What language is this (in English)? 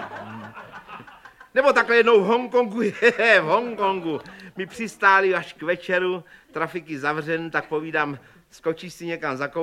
Czech